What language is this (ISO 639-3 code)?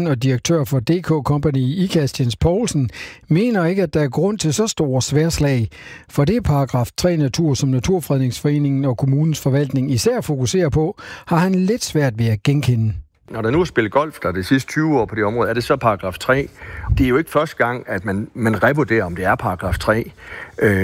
dan